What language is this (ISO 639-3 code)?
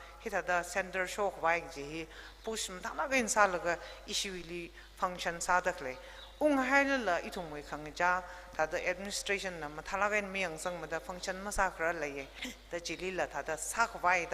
nmf